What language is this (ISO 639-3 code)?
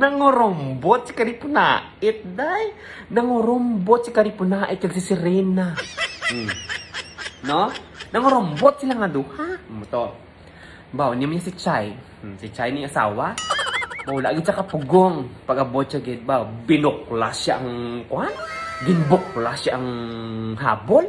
hil